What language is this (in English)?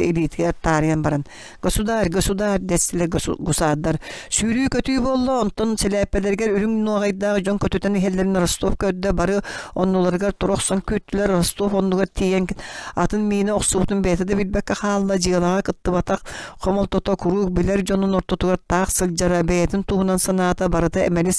Yakut